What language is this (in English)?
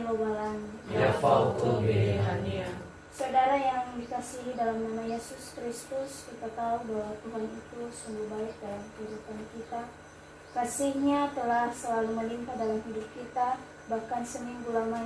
Nias